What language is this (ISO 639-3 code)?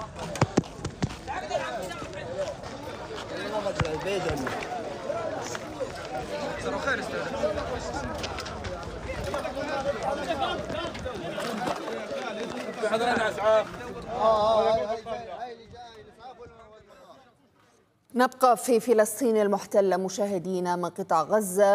ara